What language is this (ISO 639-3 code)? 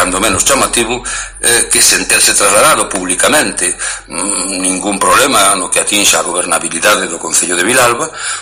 glg